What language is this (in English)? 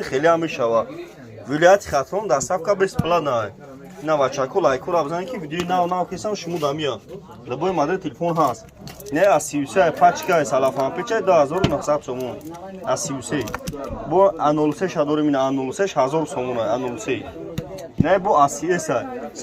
Tajik